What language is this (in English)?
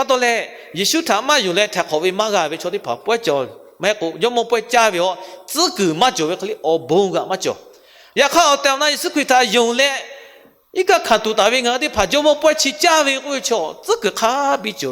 Lahu